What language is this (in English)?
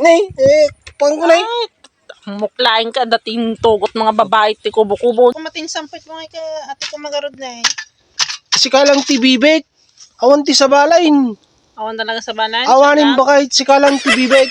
Iloko